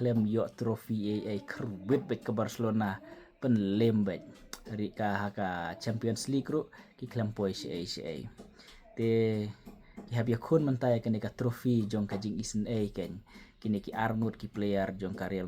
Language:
Khasi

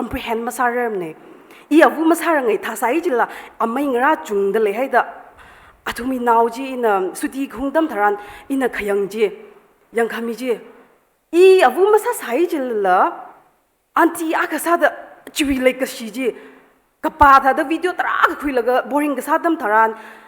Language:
Tangkhul Naga (India)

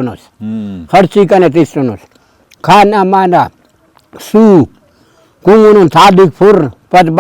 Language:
Brahui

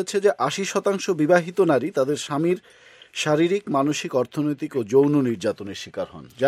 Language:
Bangla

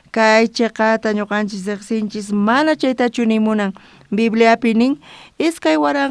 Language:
South Bolivian Quechua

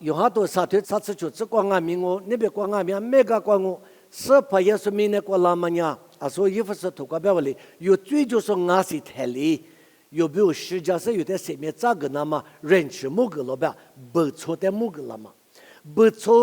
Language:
Lisu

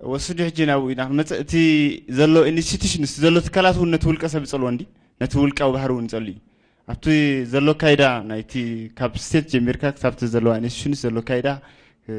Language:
Tigrinya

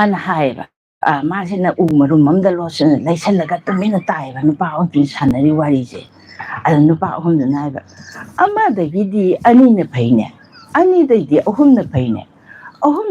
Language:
Manipuri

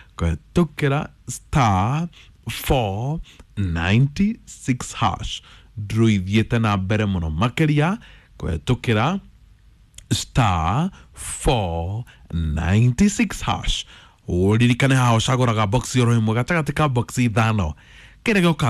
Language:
Kikuyu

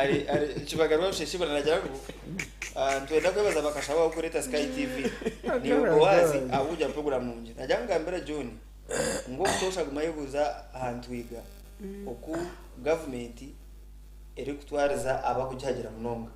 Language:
Nyankole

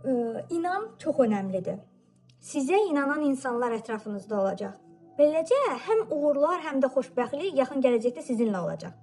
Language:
Azerbaijani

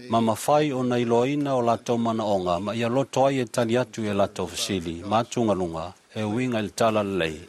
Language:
Samoan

